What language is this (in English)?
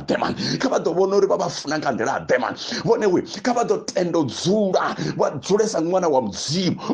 Venda